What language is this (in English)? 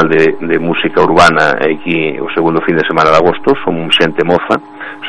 Galician